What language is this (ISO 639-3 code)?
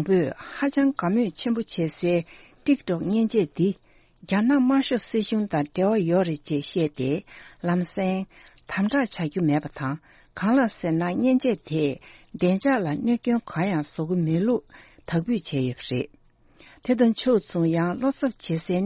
bod